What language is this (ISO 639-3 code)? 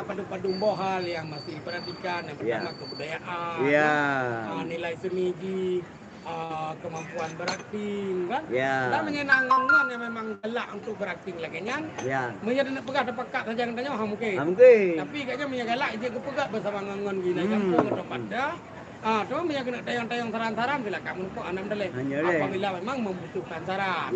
ace